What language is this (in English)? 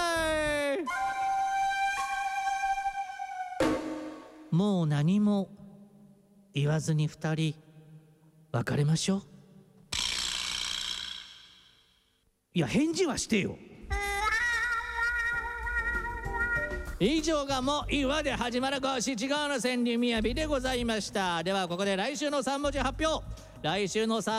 Japanese